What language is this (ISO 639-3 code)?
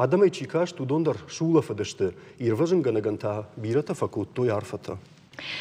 oss